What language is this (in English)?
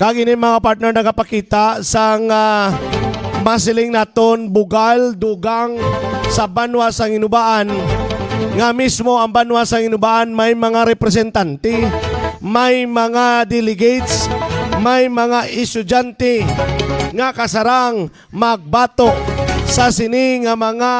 Hiligaynon